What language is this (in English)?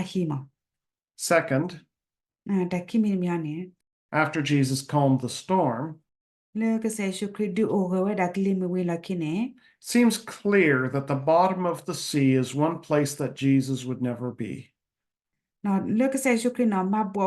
S'gaw Karen